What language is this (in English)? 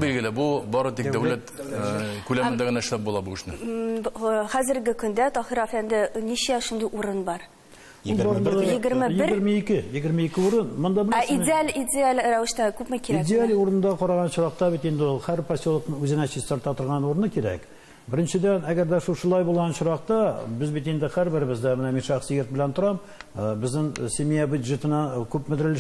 Tatar